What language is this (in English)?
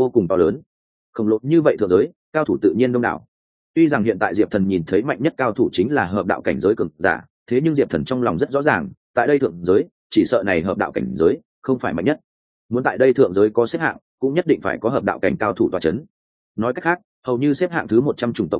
Vietnamese